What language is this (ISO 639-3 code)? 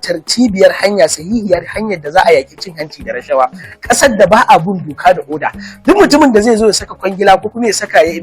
hau